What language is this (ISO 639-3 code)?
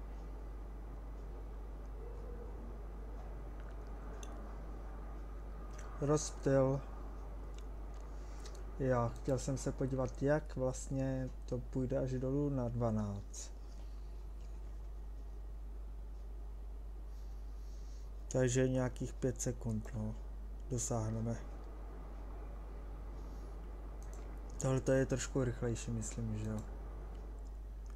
ces